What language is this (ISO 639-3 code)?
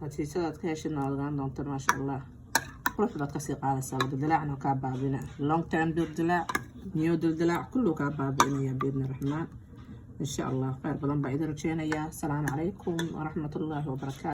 som